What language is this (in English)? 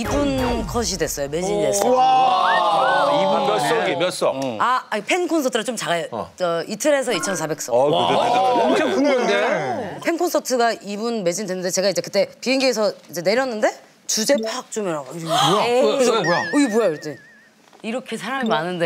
Korean